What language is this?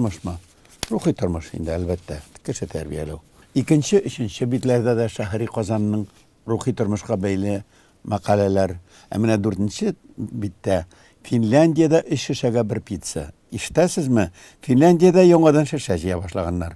Tatar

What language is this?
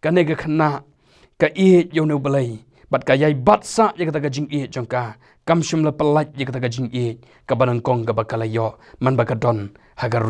Khasi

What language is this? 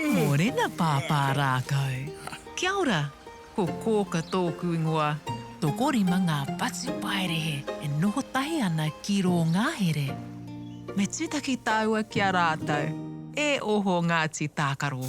Māori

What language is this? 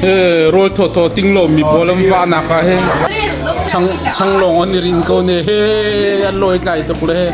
Hakha Chin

